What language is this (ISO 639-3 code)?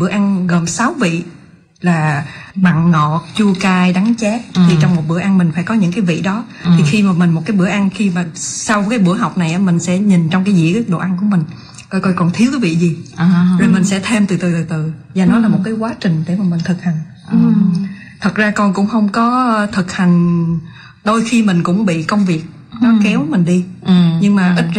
vie